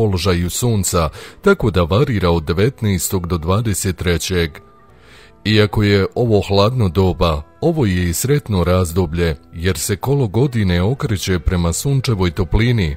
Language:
Bosnian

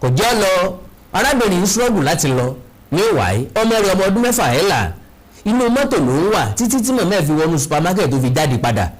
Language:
Yoruba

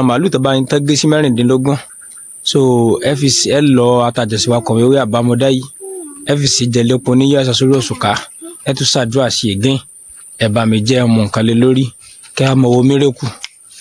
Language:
Yoruba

